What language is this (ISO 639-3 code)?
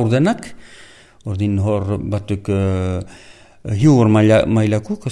eus